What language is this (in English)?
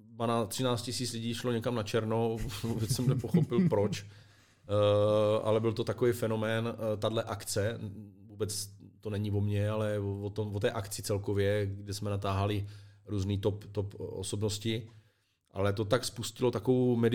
Czech